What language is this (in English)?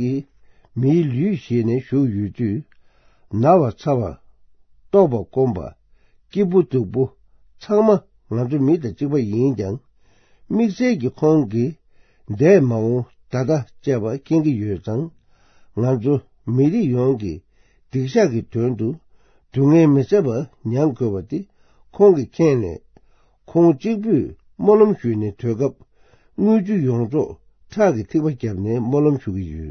Tibetan